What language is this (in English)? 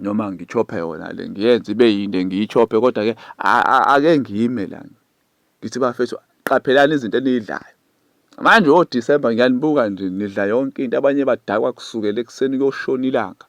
Zulu